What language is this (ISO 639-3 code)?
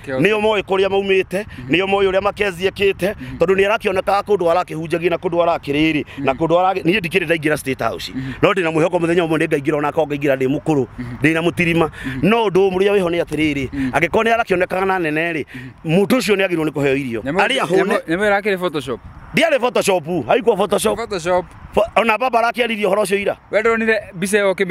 kik